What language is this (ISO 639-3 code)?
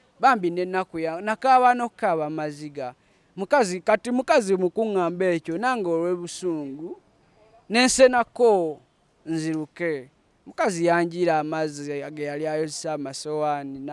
lug